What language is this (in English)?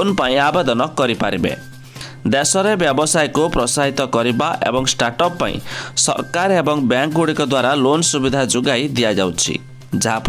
Odia